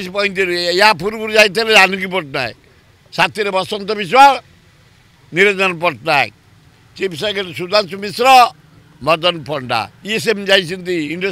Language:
Odia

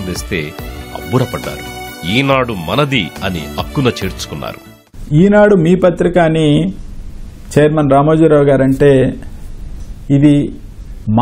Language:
Telugu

